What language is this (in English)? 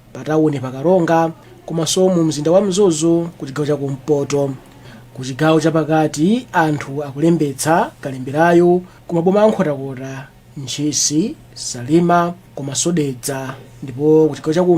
Nyanja